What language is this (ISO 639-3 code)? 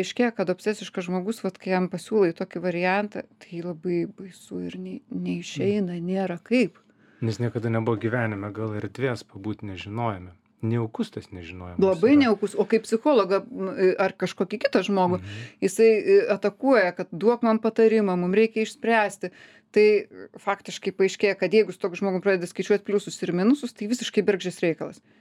lit